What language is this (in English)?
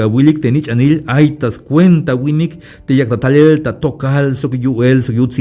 Tzeltal